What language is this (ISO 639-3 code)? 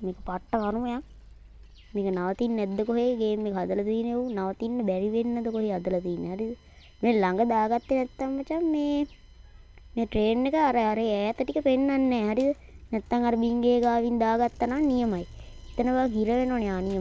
sin